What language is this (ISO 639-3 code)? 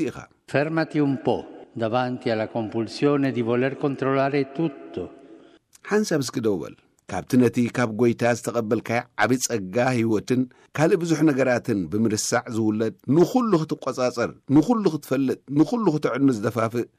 tir